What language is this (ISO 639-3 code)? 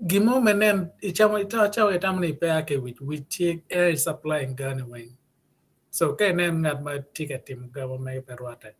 ach